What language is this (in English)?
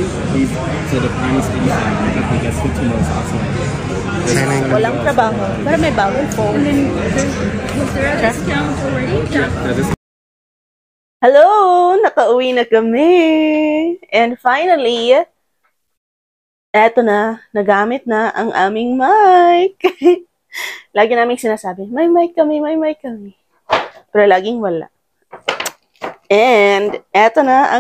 Filipino